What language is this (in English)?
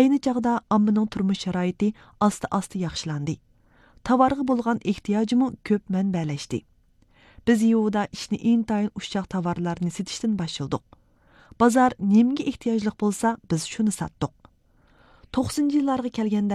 Uyghur